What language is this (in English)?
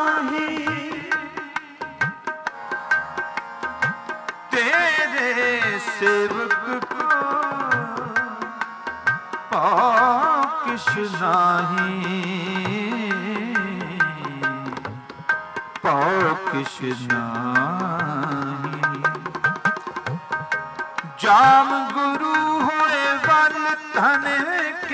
Punjabi